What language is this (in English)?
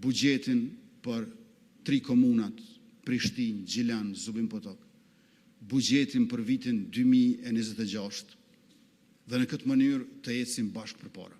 Albanian